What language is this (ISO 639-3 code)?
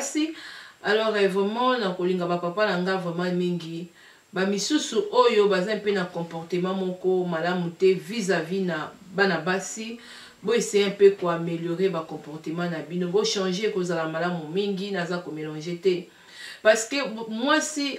lin